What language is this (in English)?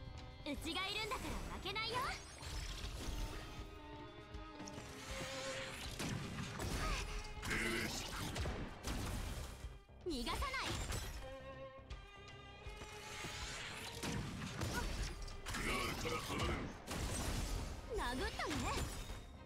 Japanese